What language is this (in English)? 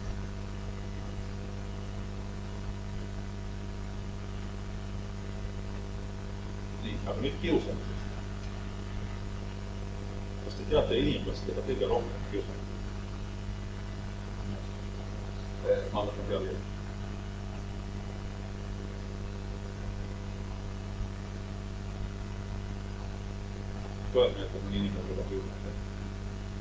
Estonian